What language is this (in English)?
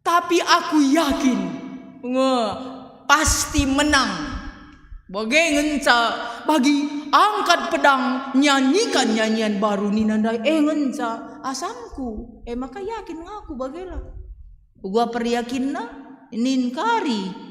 Batak Karo